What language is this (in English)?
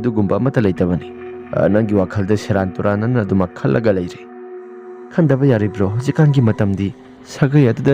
Manipuri